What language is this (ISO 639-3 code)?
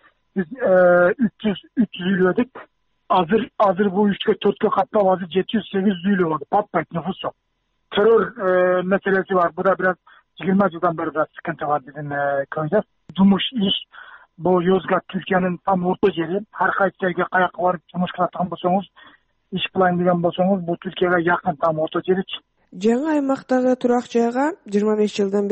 kir